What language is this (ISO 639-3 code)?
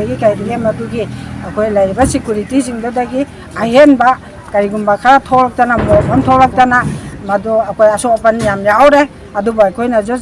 mni